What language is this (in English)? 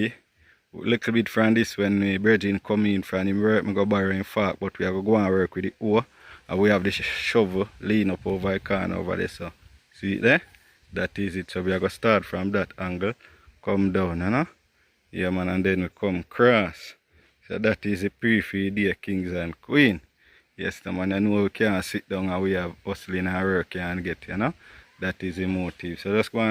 Jamaican Creole English